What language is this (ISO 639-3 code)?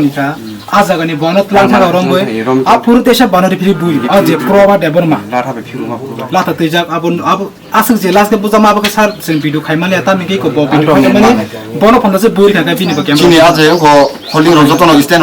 trp